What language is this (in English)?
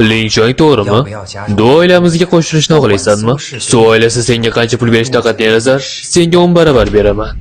Uzbek